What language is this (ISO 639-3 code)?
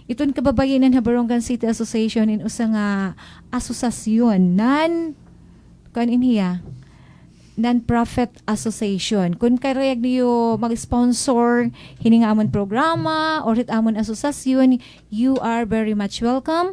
war